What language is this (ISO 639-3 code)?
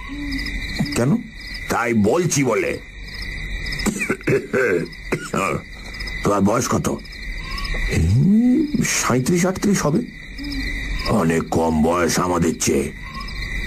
ben